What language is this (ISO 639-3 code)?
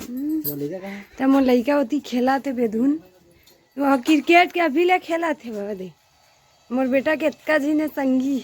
hne